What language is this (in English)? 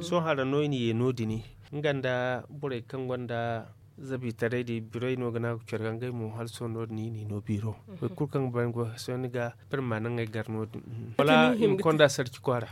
Zarma